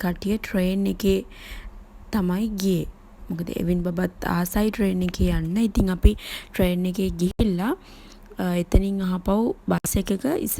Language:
Sinhala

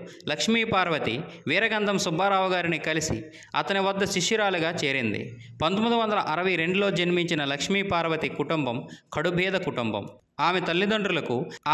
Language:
Telugu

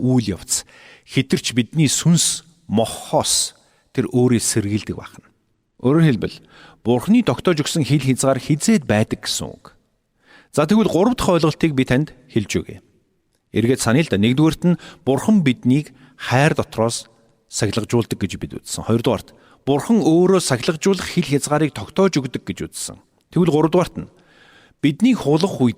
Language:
Mongolian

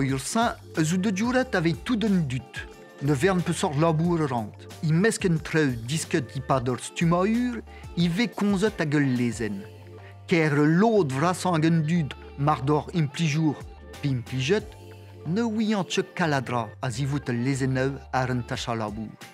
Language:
Breton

